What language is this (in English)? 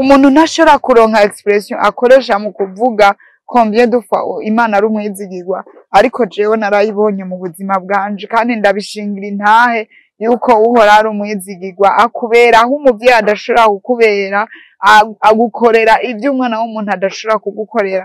Rundi